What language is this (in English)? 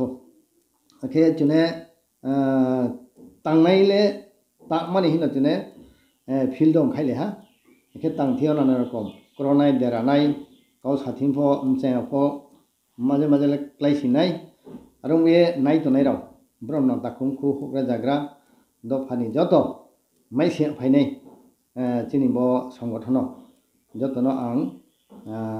Riang (India)